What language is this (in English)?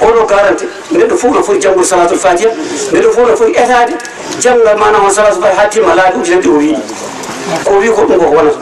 Fula